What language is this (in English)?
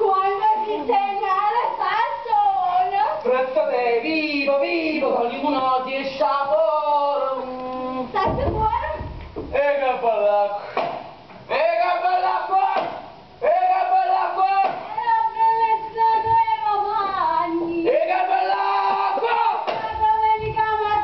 Neapolitan